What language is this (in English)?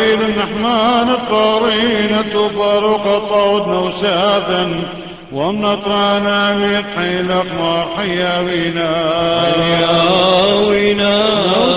Classical Syriac